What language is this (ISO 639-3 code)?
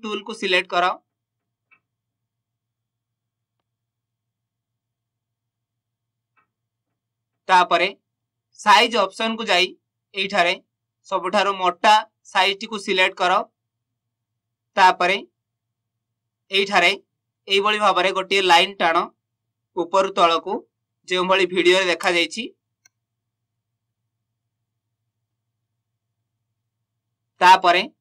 ori